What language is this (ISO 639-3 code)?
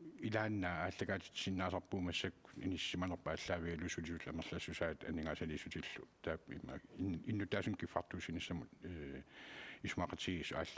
kal